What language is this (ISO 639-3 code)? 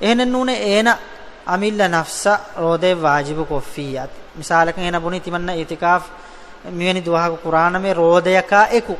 div